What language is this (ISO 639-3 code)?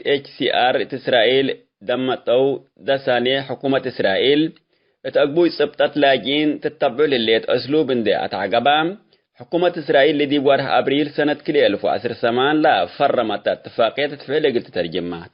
tig